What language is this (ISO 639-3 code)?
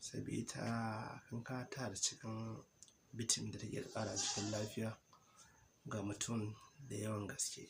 hau